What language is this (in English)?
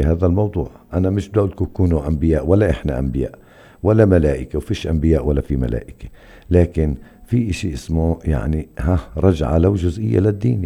North Levantine Arabic